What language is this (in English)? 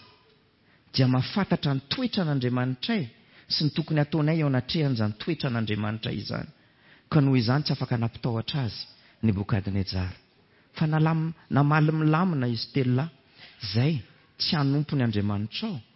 Malagasy